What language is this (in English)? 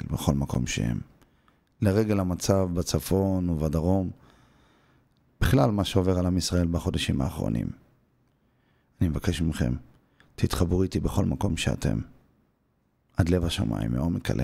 Hebrew